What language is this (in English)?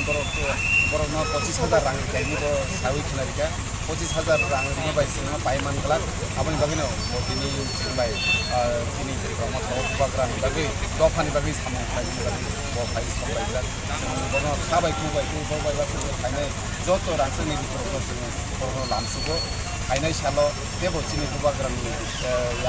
Kok Borok